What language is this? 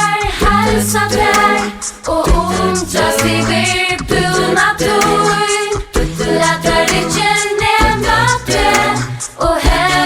Faroese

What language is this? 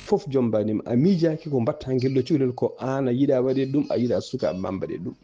Fula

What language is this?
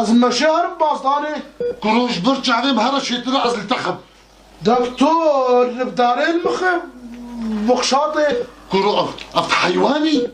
Kurdish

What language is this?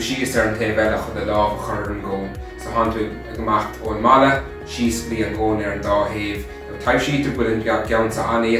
Irish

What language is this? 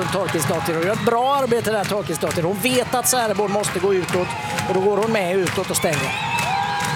Swedish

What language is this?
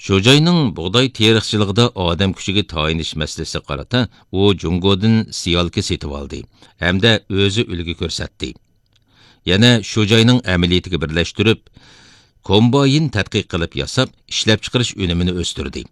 Uyghur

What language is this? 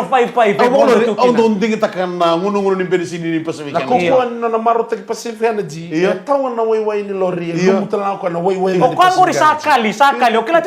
Fijian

